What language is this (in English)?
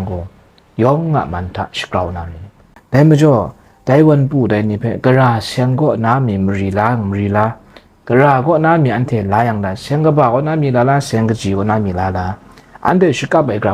Kachin